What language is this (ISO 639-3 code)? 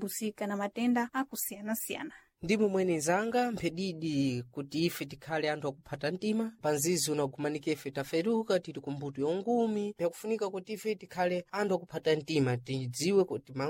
seh